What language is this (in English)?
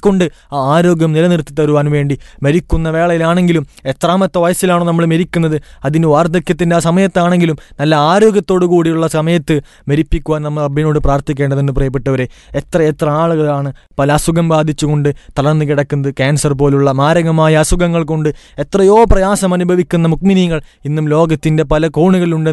Malayalam